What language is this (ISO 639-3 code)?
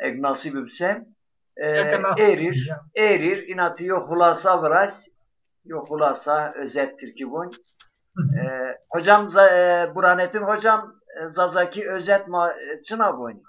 zza